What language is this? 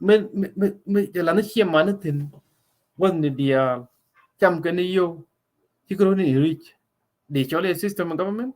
Nuer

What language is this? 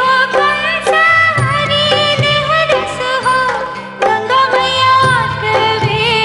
Bhojpuri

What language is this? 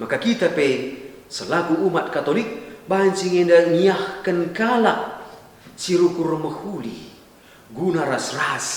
Batak Karo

